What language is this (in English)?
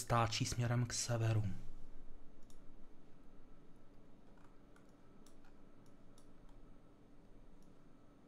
Czech